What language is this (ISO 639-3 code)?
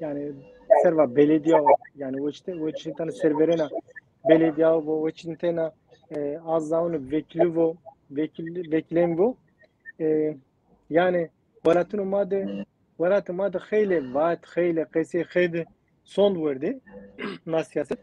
zza